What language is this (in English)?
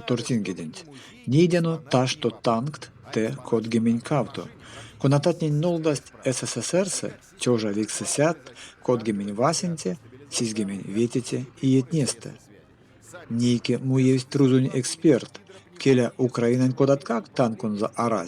Erzya